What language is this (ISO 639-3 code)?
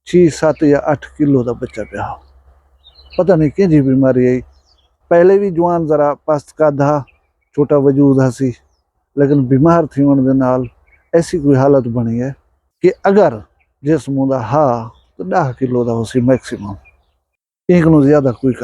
skr